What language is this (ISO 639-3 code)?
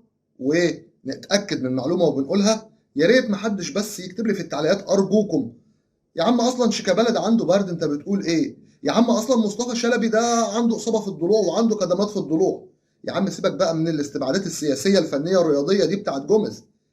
arz